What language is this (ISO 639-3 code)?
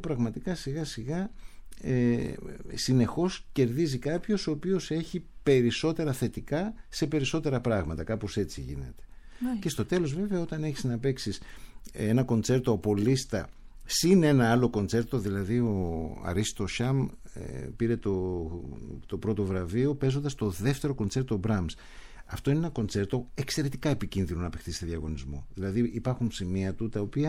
ell